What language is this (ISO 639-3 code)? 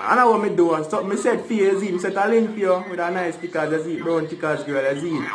jam